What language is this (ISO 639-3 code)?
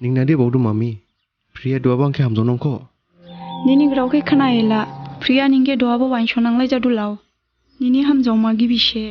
dis